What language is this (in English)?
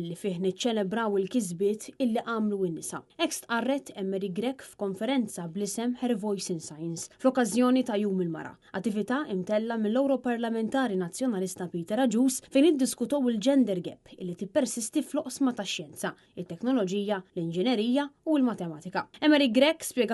Maltese